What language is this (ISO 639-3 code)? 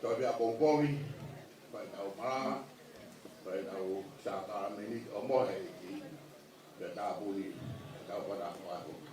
ton